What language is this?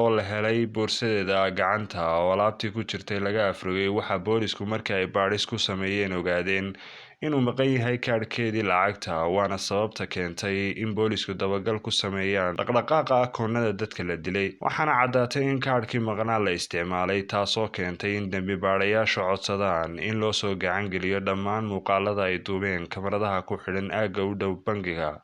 Somali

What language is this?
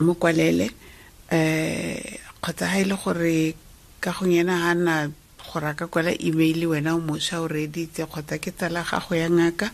Tswana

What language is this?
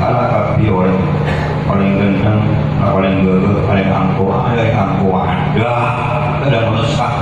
Madurese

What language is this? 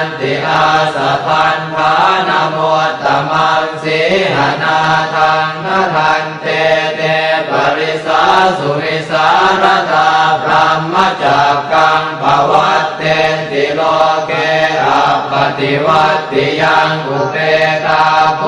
Pali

